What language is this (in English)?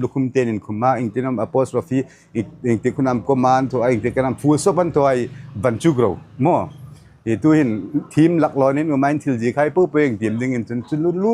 Hmar